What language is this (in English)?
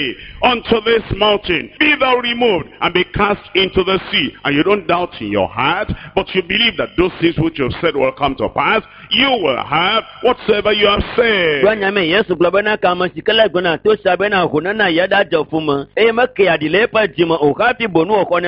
Ewe